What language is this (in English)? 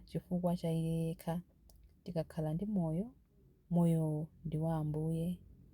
Nyanja